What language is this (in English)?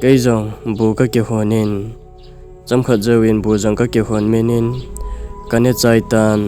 Thado Chin